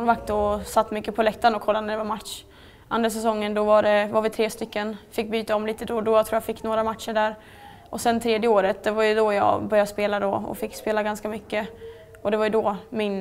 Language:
Swedish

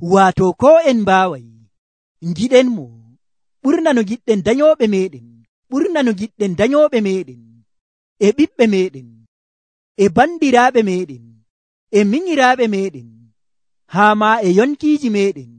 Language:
Nigerian Fulfulde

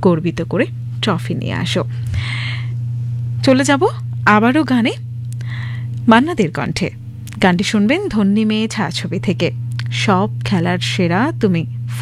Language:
Bangla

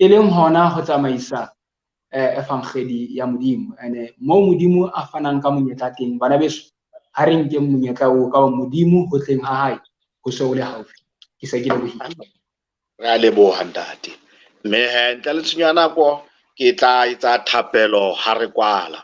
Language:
Southern Sotho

